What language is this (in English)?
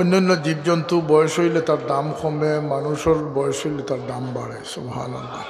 Sylheti